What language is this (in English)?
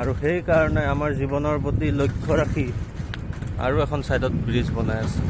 Assamese